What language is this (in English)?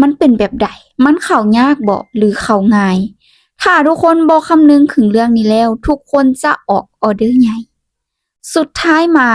Lao